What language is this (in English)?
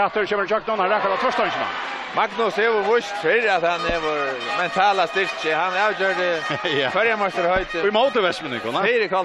Faroese